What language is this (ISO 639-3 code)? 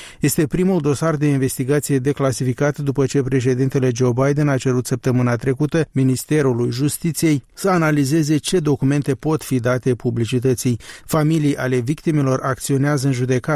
ron